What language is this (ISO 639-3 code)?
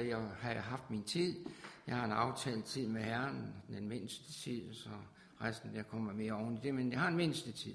dan